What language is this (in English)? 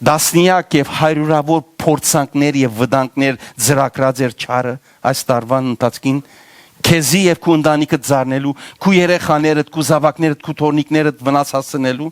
Western Armenian